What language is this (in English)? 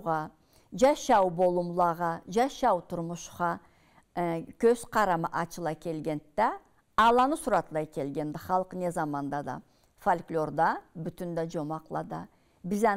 Karachay-Balkar